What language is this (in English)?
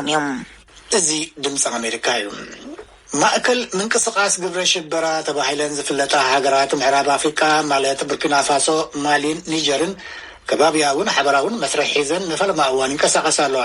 Tigrinya